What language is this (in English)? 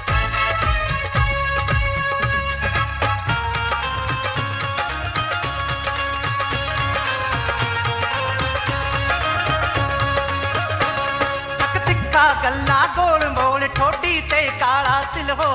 Punjabi